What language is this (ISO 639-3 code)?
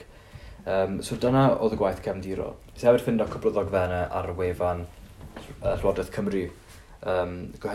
cym